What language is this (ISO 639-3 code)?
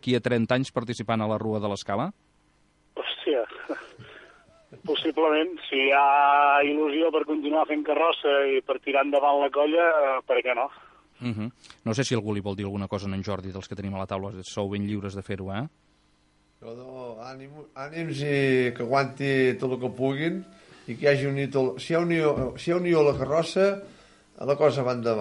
cat